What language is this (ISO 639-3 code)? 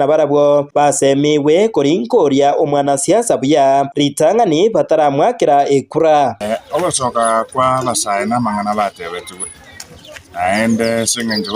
guz